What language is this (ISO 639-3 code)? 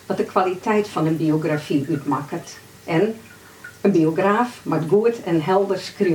fry